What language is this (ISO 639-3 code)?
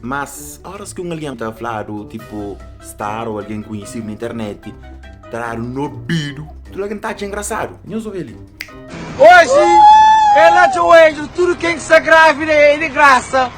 kea